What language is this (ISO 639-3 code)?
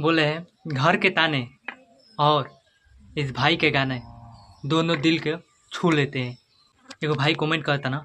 bho